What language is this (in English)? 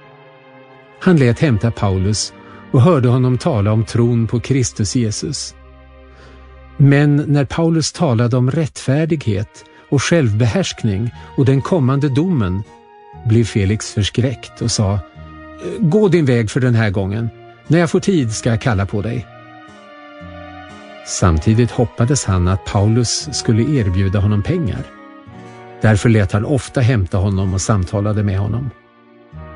Swedish